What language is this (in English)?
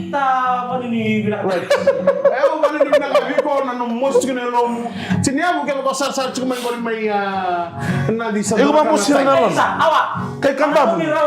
Fijian